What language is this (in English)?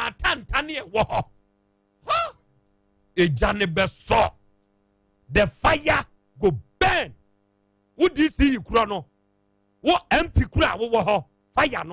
Akan